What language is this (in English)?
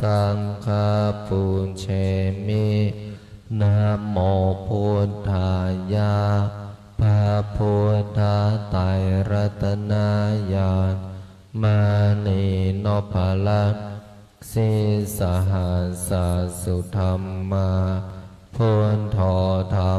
Pali